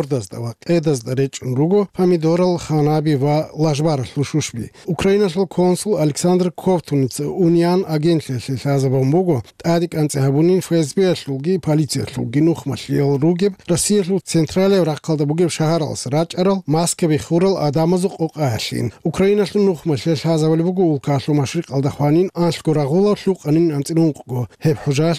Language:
Avaric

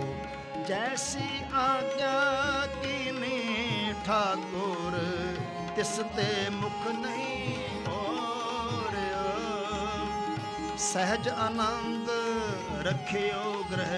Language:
Punjabi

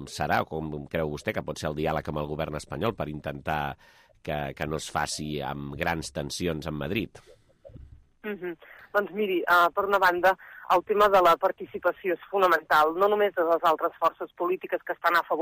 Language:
Catalan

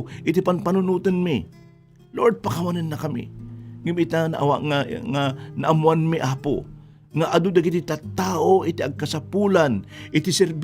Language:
Iloko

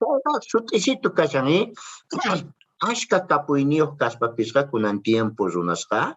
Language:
South Bolivian Quechua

